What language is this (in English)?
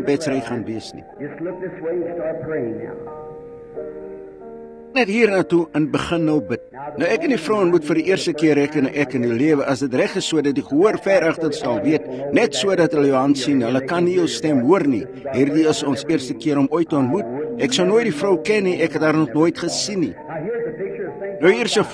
Afrikaans